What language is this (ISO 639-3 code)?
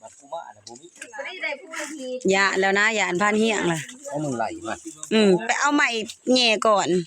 lao